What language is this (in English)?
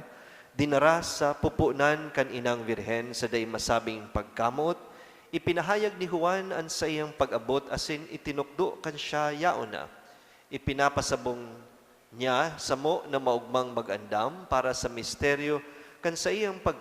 Bikol